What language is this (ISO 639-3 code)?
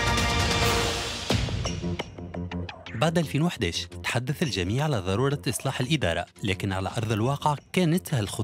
aeb